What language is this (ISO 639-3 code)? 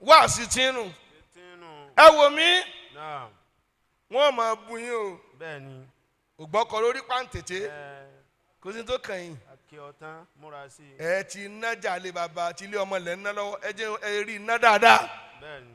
yor